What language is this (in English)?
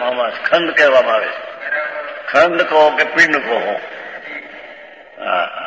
Gujarati